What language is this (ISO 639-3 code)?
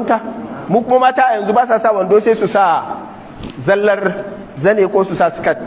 hau